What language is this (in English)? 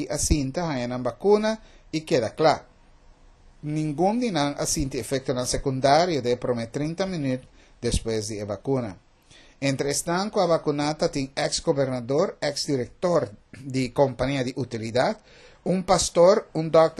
Papiamento